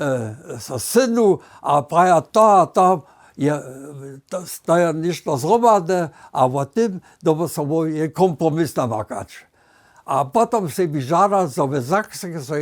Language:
Upper Sorbian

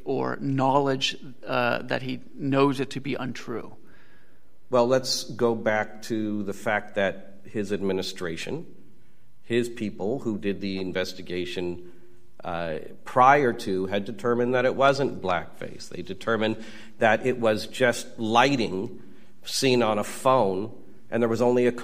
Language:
English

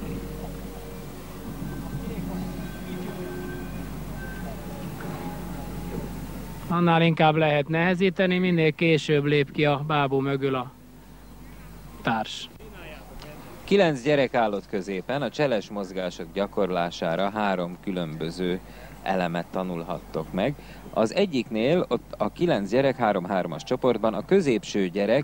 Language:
Hungarian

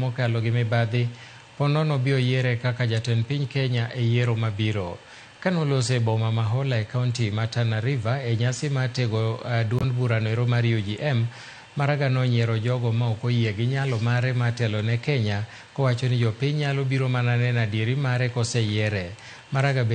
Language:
Luo (Kenya and Tanzania)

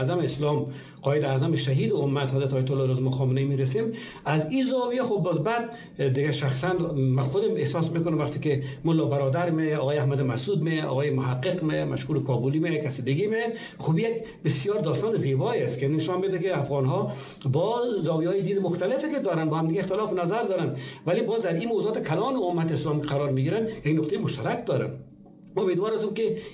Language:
Persian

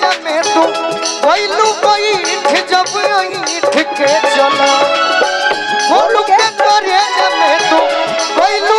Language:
Bhojpuri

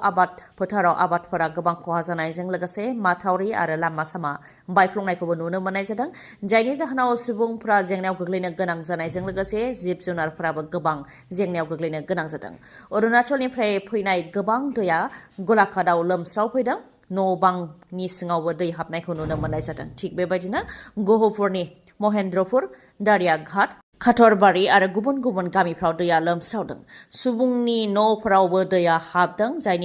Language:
Bodo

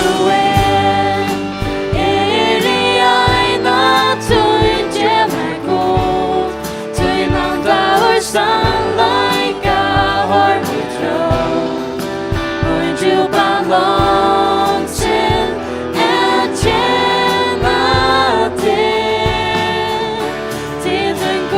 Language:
Faroese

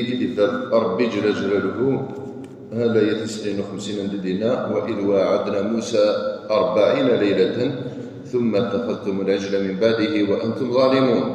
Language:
Kabyle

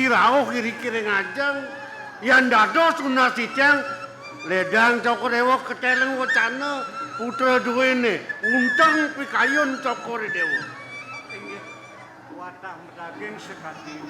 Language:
Balinese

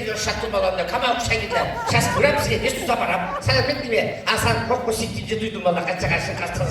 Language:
Chuvash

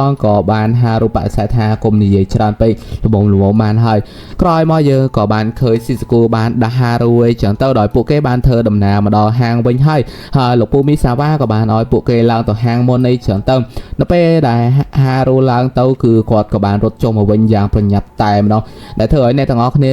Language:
Khmer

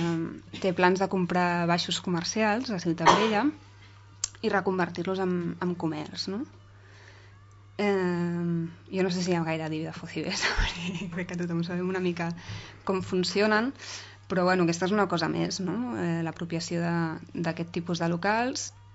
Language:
Catalan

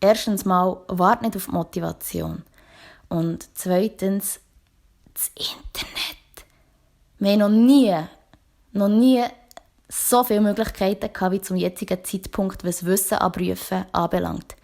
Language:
Swiss German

